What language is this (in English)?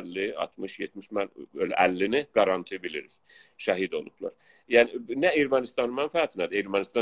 South Azerbaijani